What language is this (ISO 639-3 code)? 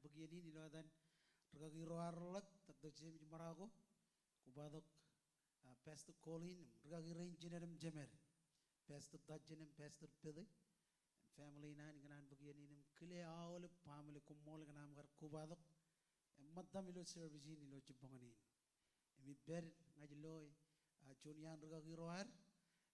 mah